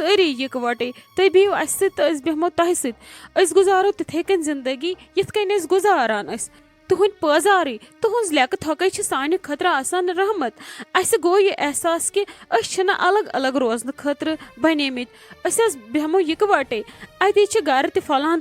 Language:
Kashmiri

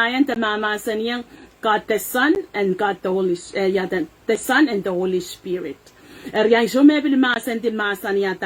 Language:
Pohnpeian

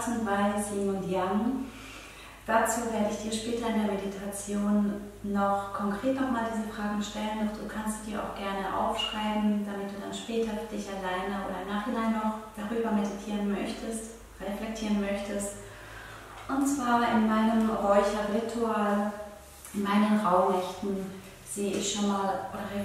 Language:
Swiss German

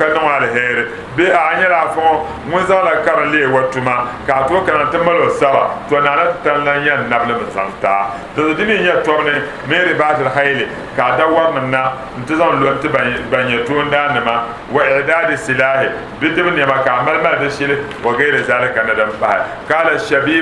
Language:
Dagbani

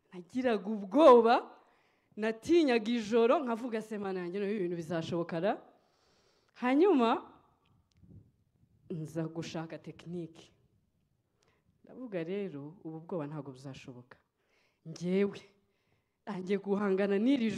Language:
Kinyarwanda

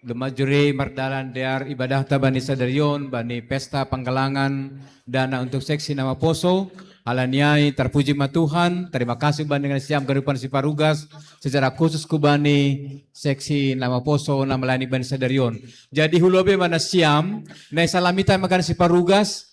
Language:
Batak Simalungun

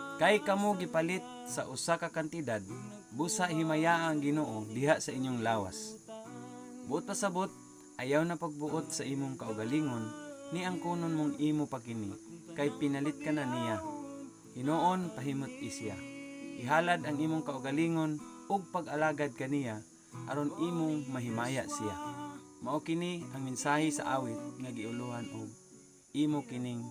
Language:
Cebuano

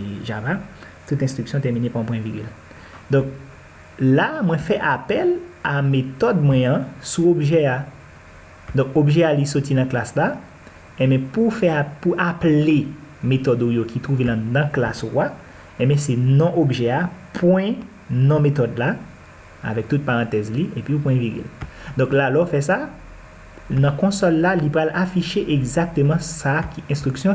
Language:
Haitian Creole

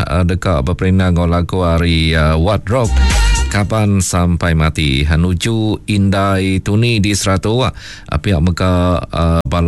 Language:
Iban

